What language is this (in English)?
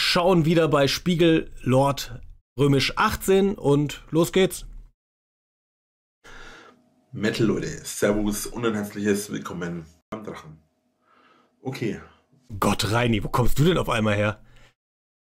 German